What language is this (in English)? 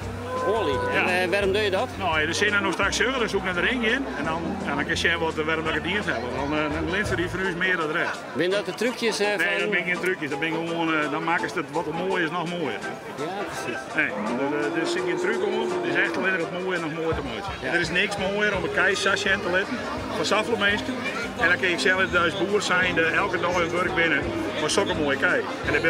Western Frisian